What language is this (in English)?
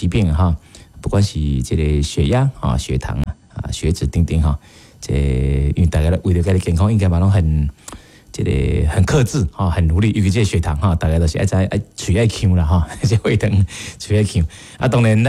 Min Nan Chinese